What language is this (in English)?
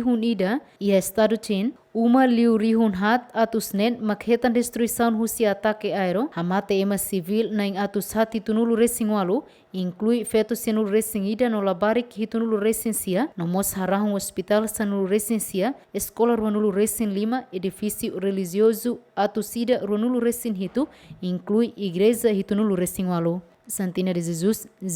Tetum